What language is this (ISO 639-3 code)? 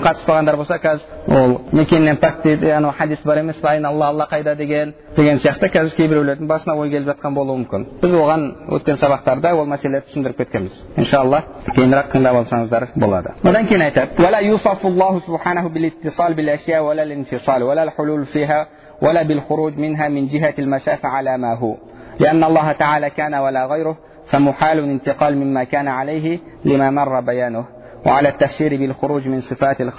kaz